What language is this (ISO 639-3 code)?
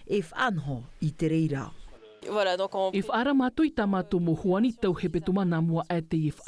tah